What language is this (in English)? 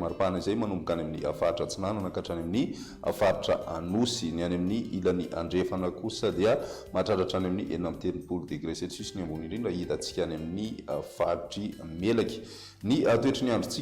Malagasy